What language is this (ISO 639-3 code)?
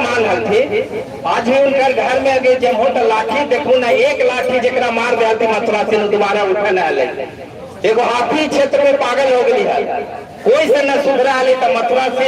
mag